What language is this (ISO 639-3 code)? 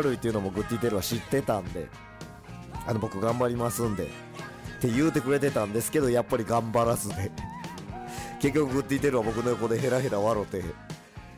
jpn